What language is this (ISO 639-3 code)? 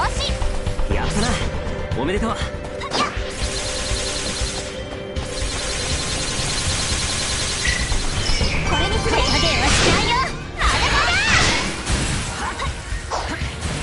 jpn